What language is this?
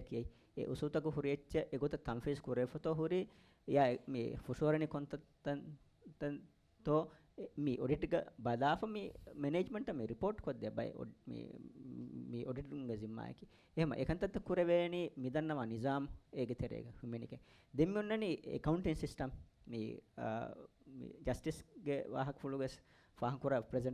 Divehi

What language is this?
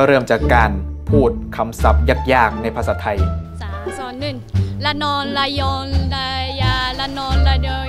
Thai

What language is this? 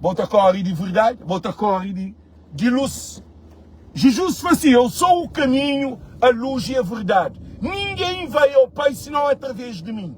Kabuverdianu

